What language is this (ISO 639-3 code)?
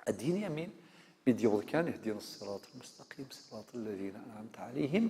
kab